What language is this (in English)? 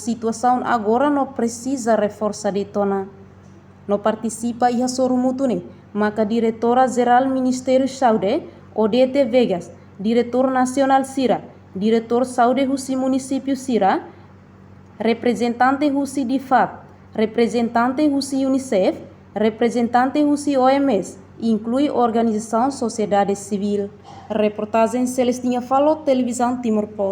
Tetum